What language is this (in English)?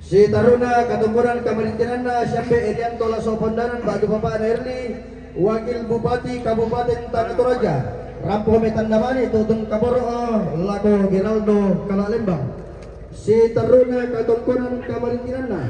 Toraja-Sa'dan